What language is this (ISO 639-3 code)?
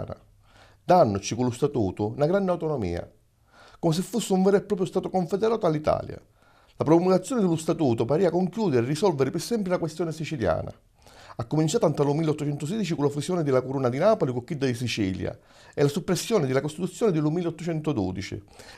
scn